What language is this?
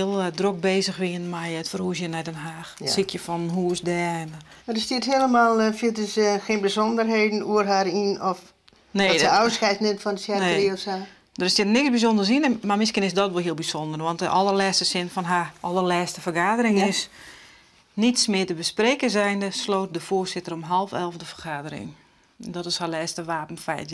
Western Frisian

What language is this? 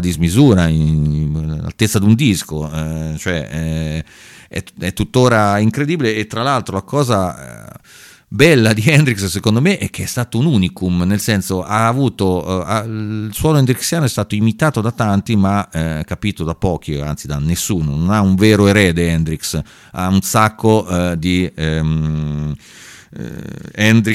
Italian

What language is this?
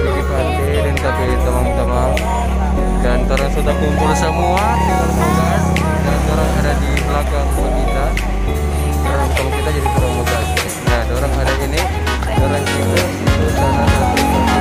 Manado Malay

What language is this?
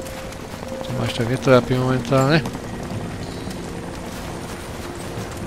Slovak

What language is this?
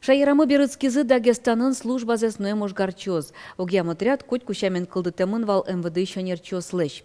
Udmurt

